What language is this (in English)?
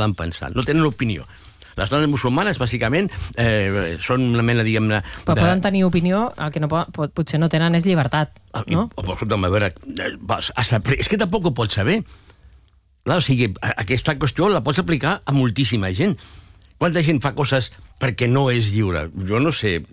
Catalan